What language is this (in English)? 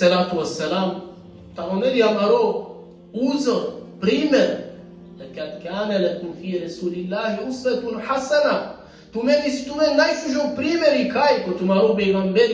Balkan Romani